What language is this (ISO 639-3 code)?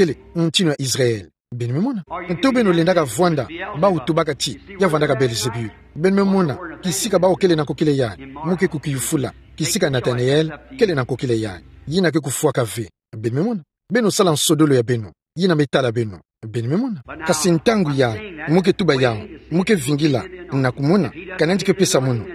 ktu